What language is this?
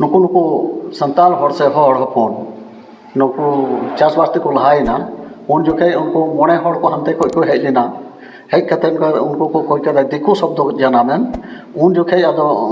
Santali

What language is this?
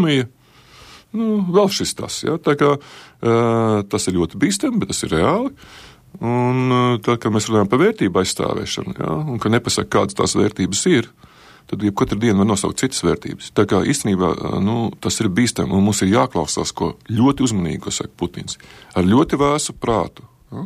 Latvian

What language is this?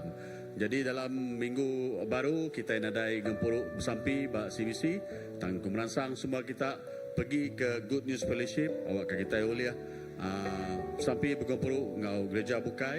Iban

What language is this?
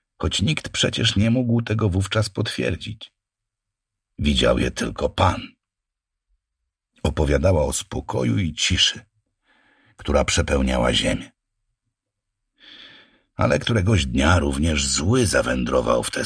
Polish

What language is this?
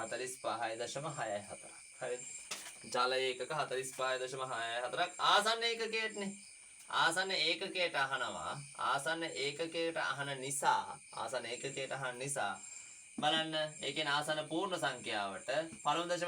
Sinhala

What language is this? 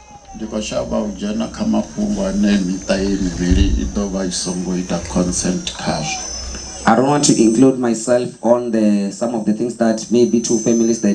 Venda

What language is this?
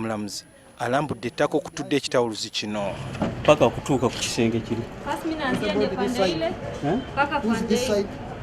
Ganda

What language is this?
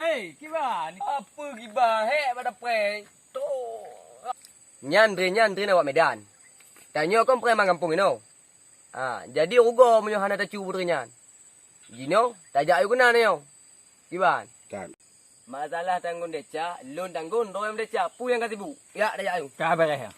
Achinese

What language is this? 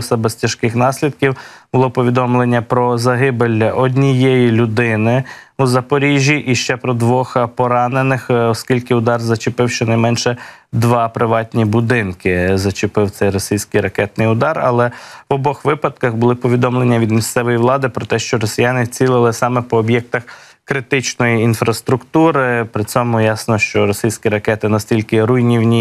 Ukrainian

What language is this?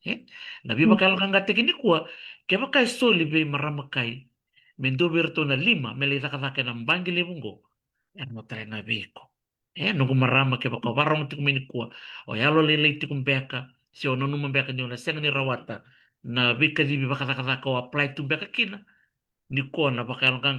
Fijian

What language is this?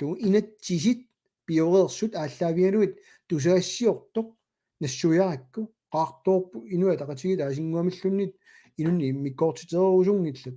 Kalaallisut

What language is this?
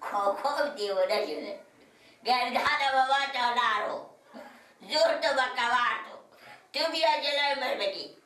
Persian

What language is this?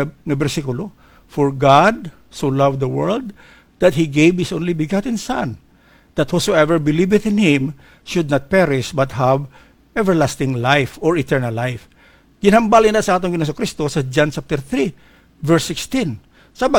Hiligaynon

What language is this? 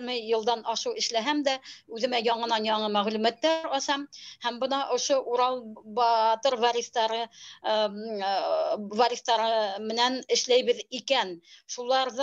Bashkir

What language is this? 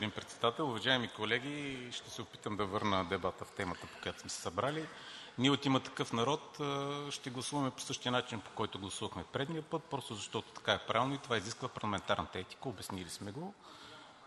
Bulgarian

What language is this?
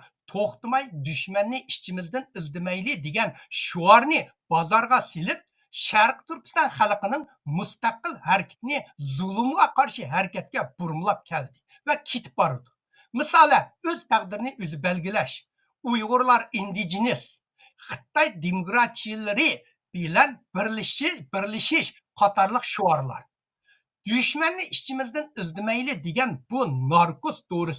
Uyghur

